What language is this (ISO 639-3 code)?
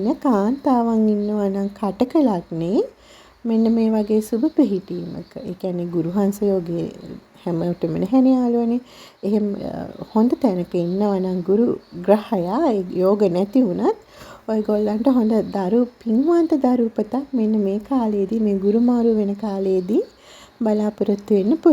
sin